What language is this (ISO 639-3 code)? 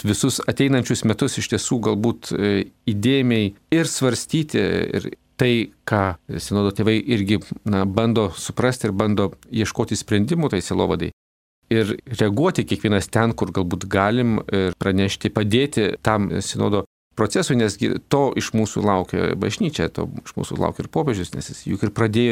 lit